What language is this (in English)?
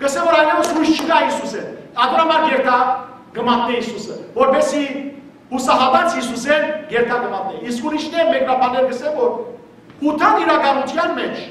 Western Armenian